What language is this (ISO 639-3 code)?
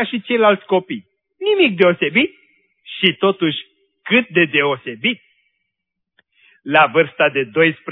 ron